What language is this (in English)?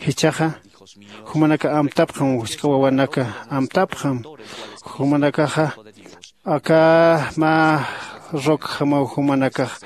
Aymara